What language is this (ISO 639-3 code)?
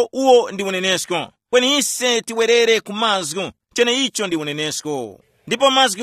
tum